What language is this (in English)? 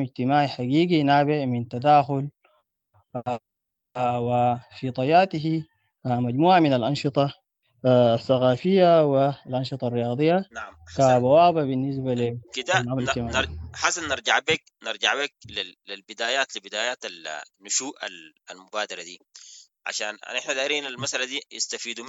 Sudanese Arabic